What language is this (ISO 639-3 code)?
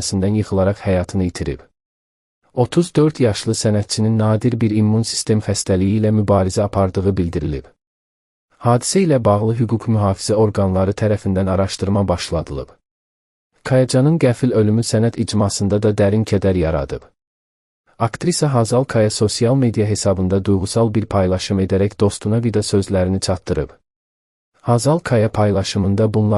aze